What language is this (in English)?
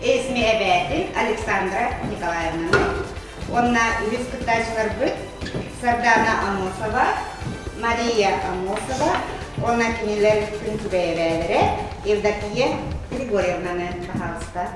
Yakut